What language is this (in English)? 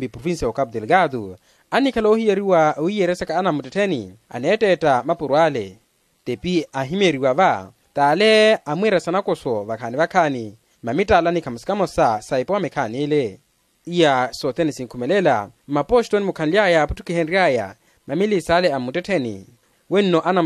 Makhuwa